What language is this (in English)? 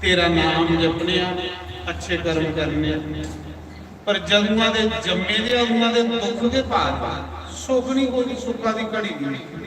Dogri